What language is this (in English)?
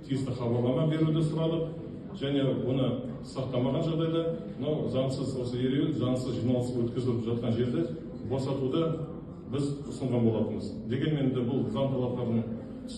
Kazakh